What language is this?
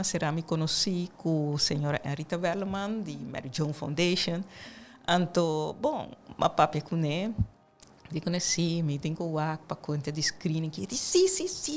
Papiamento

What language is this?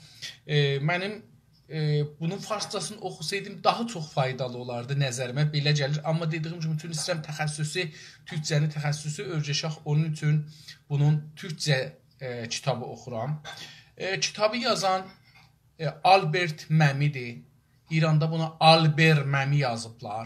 South Azerbaijani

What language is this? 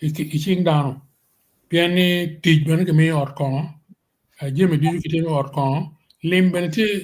Acoli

